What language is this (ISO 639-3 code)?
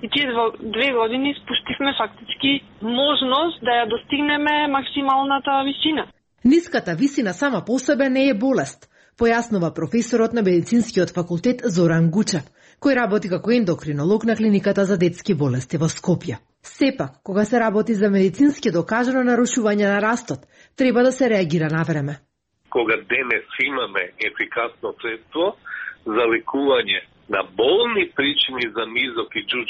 mkd